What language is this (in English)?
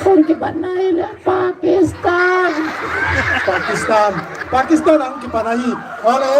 Paite Chin